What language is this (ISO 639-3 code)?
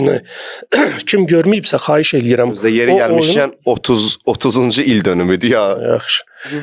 aze